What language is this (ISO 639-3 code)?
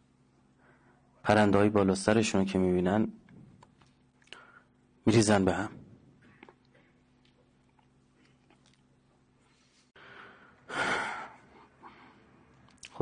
fas